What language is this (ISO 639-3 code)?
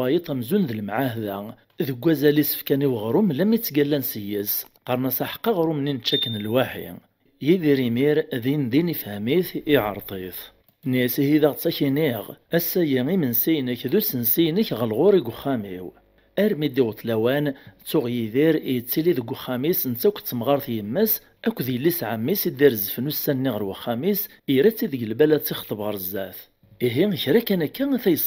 kab